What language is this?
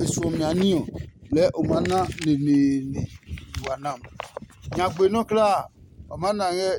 Adangme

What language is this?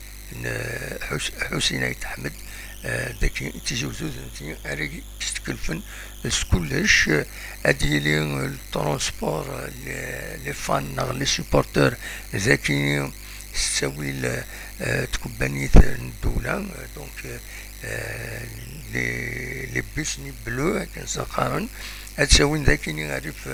Kabyle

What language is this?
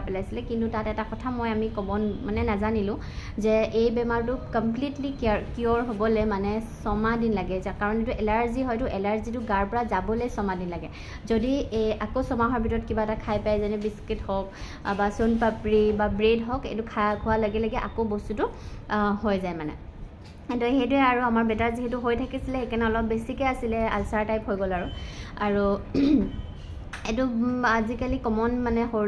Assamese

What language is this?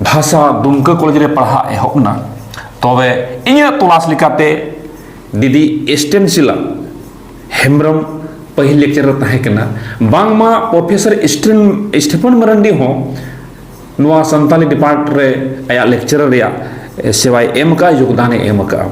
Santali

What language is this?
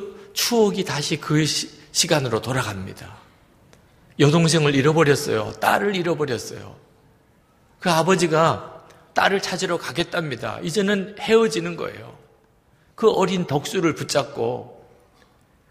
Korean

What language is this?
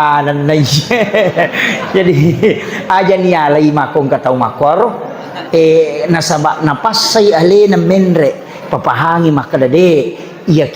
Buginese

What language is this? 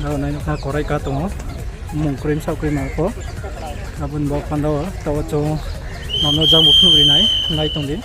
Riang (India)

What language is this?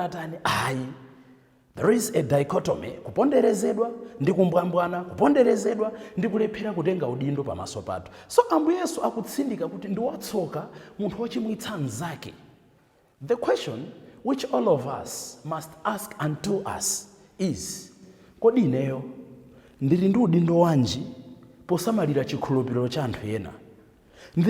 Nyanja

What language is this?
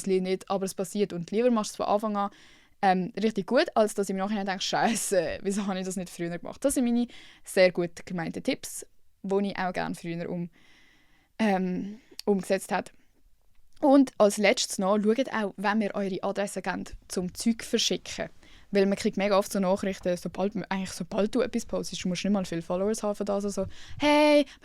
Swiss German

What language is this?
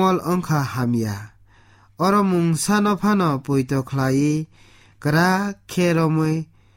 Kok Borok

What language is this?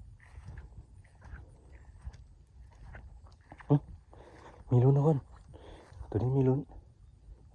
Lao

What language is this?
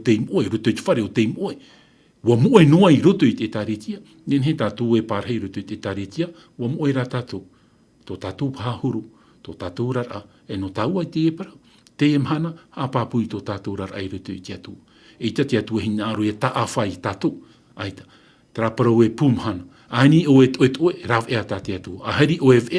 Tahitian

